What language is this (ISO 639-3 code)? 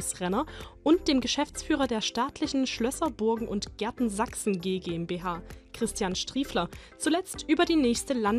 deu